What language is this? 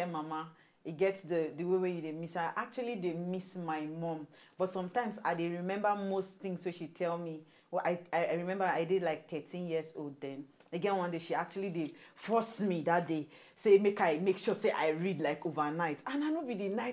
Nigerian Pidgin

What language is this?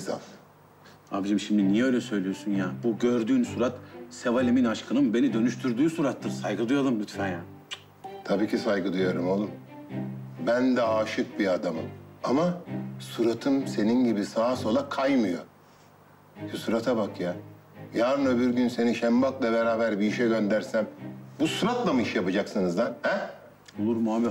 Turkish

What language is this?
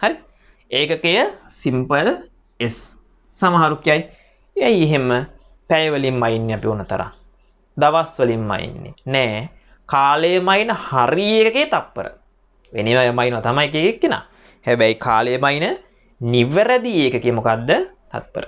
Sinhala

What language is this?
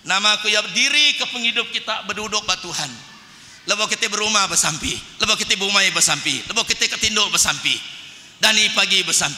Iban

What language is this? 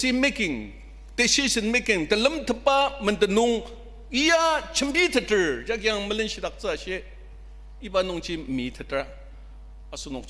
Ao Naga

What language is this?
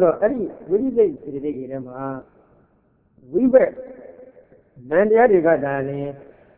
Burmese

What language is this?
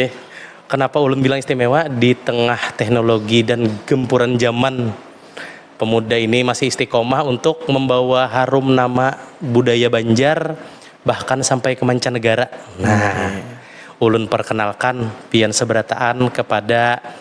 Banjar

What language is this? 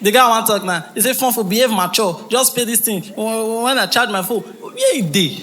Nigerian Pidgin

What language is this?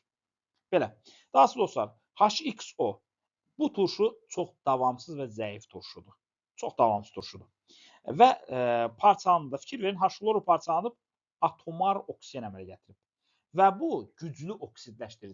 Azerbaijani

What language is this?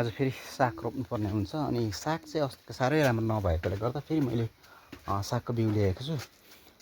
Nepali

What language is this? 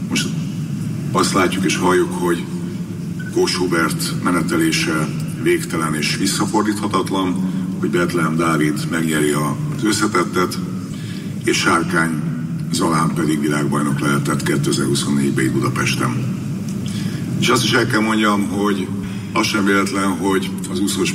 Hungarian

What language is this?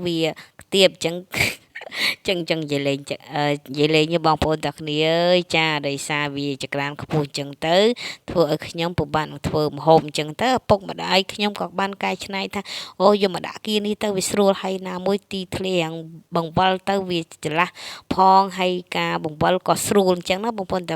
Khmer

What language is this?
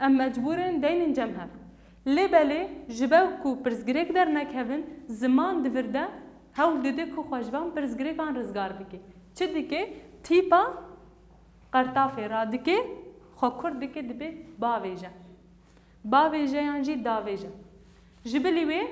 Kurdish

